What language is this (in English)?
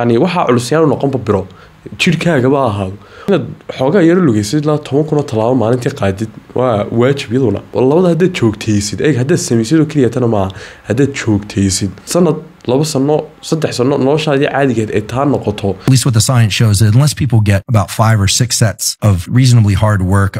Somali